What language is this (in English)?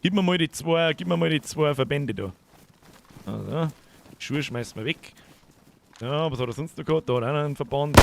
Bavarian